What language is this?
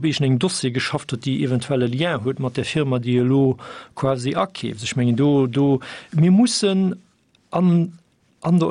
Luxembourgish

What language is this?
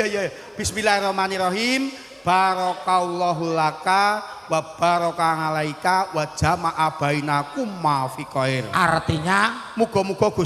Javanese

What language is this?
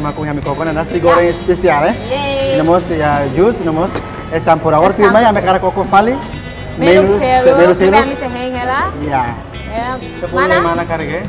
Tetum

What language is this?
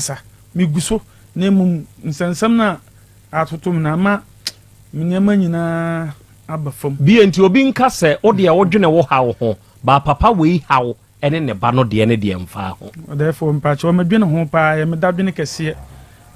Akan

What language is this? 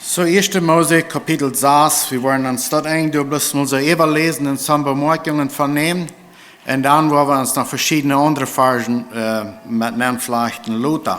Plautdietsch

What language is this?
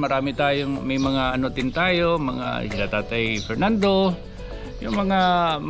Filipino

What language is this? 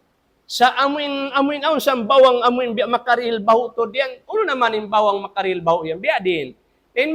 Tausug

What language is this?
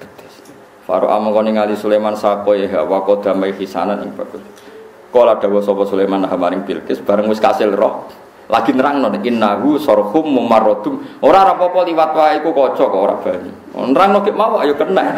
Javanese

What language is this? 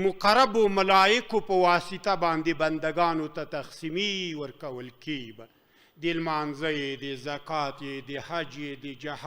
Pashto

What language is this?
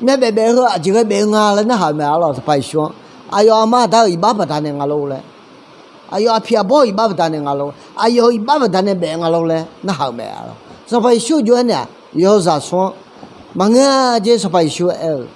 Akha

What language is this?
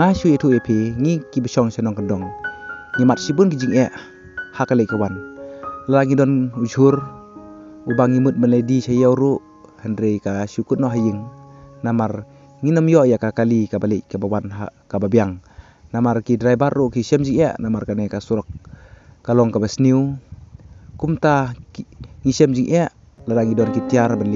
Khasi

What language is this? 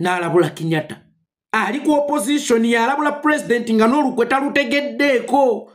Ganda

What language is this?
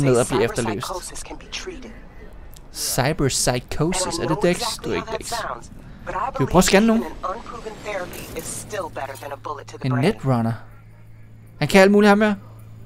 Danish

